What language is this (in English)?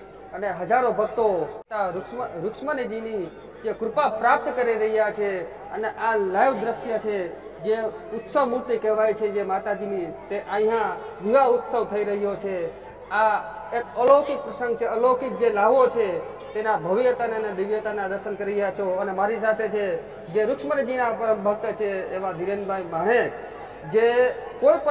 Gujarati